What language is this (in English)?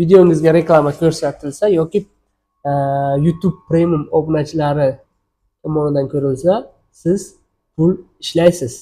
Uzbek